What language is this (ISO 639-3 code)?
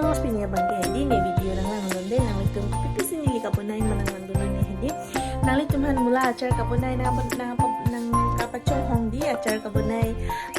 mjw